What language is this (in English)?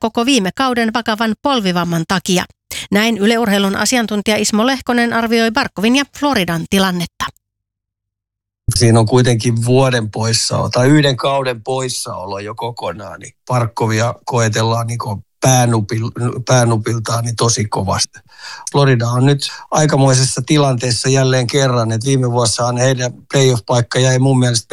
Finnish